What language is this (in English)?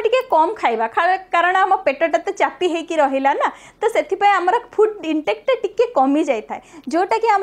Odia